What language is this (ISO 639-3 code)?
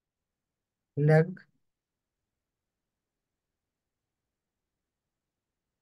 mal